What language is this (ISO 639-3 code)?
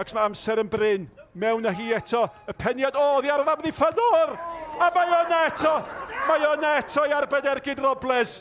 cym